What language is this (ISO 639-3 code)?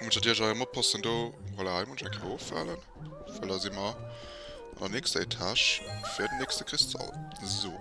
ltz